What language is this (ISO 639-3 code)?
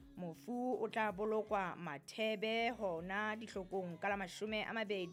sot